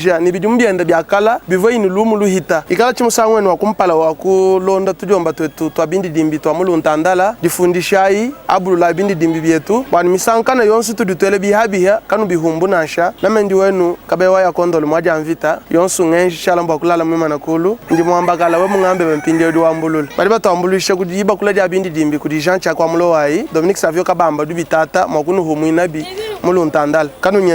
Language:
Luba-Lulua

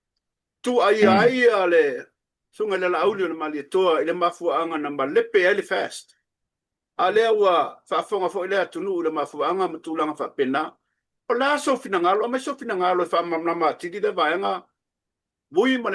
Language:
Samoan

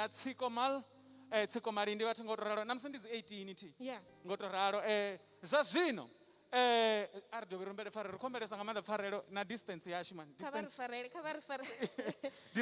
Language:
Venda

